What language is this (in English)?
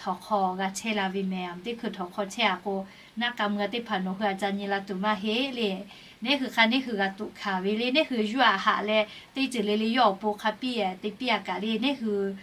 Lahu